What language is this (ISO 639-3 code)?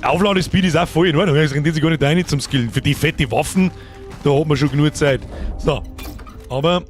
bar